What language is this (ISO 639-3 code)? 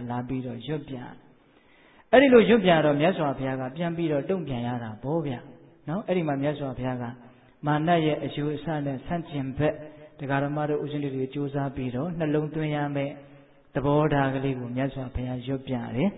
mya